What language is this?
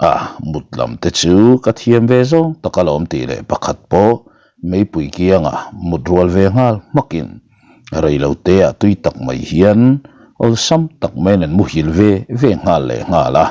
Mizo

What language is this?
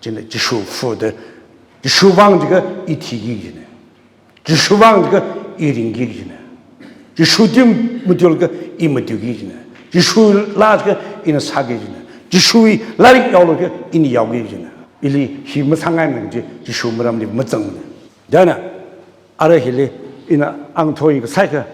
Tangkhul Naga (India)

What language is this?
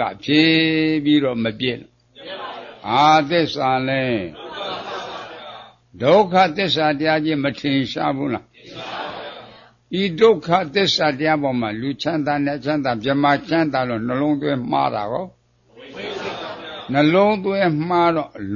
Burmese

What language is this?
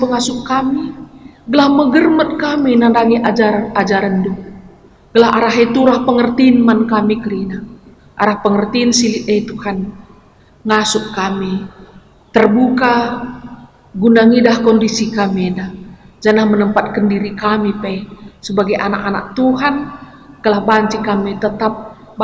Batak Karo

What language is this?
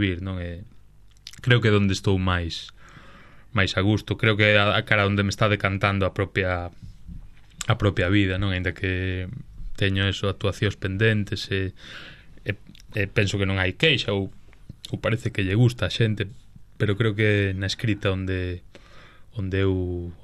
Galician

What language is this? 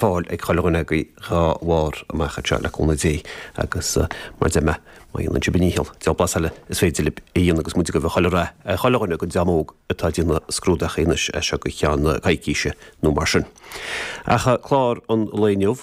Irish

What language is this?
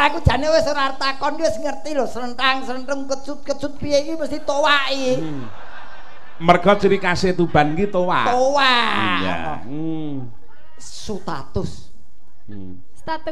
Javanese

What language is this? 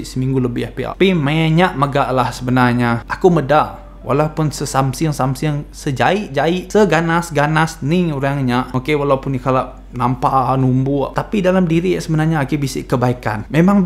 Iban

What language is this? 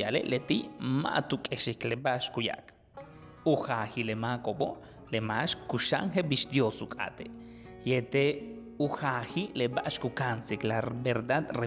Yucateco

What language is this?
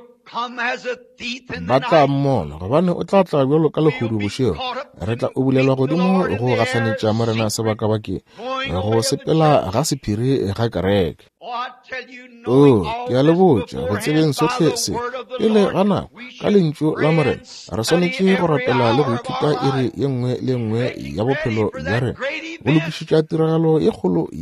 Northern Sotho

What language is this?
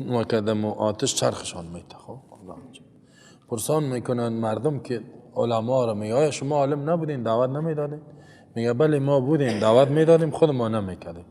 Persian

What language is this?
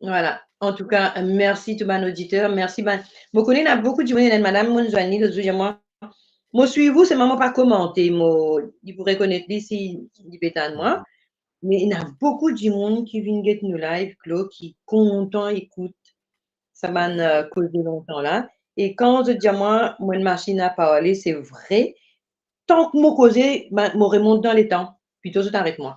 Morisyen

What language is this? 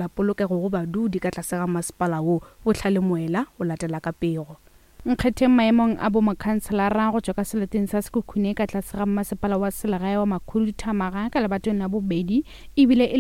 Northern Sotho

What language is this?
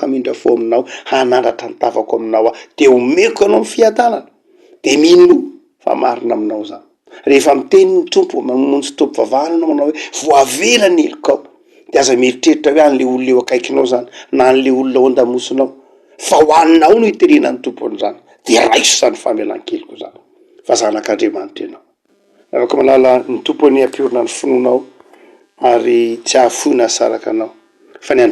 Malagasy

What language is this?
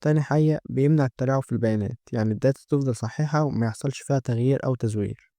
Egyptian Arabic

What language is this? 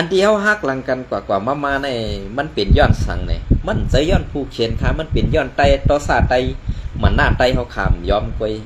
Shan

